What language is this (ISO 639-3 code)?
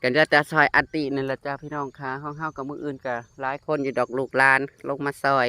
tts